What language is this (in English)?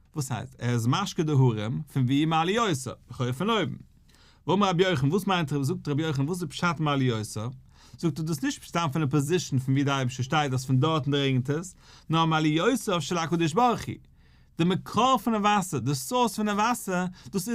Yiddish